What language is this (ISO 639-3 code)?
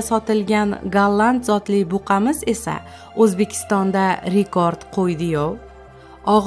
uzb